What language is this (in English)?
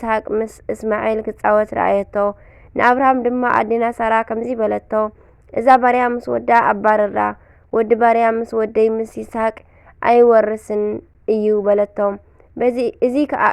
Tigrinya